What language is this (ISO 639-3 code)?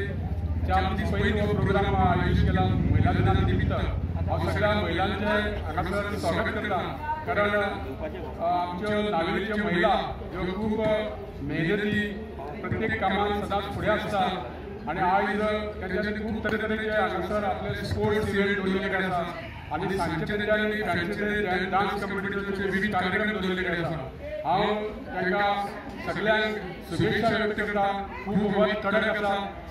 kok